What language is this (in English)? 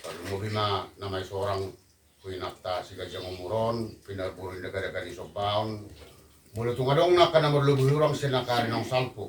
Batak Toba